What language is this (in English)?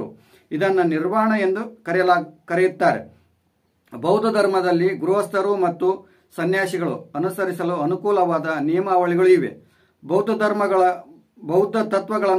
Kannada